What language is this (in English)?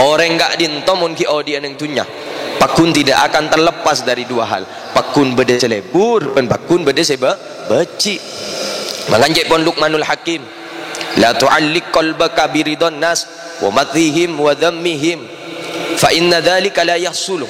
Madurese